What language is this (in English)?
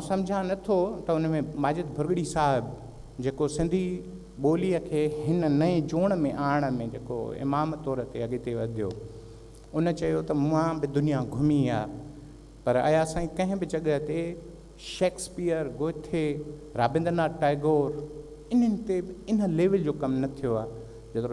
Sindhi